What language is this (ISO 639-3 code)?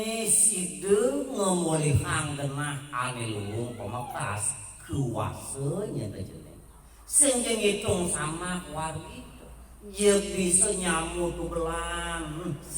ban